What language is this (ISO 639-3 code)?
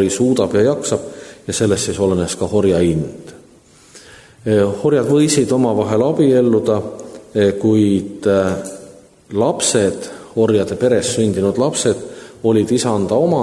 est